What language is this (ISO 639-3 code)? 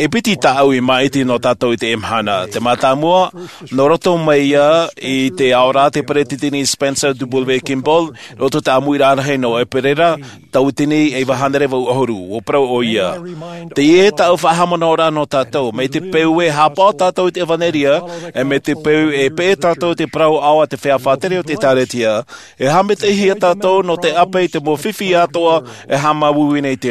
tah